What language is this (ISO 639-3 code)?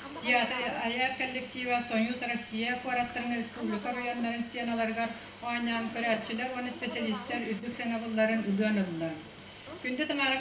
sah